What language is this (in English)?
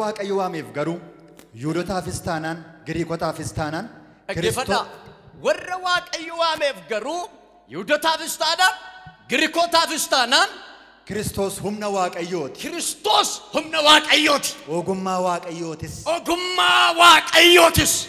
Oromo